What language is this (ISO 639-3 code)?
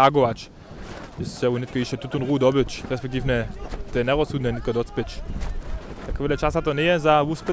hsb